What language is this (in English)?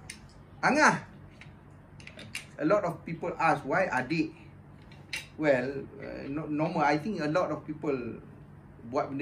Malay